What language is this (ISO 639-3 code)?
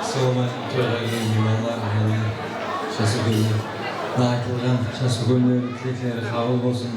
kaa